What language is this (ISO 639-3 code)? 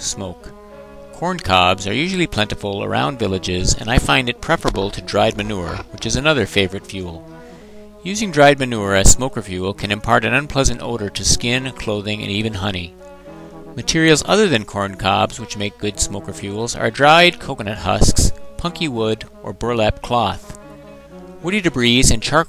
eng